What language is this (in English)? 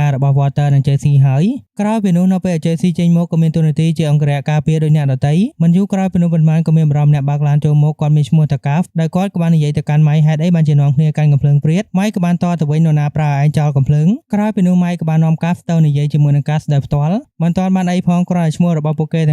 Khmer